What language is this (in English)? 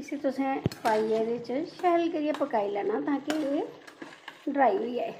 Dogri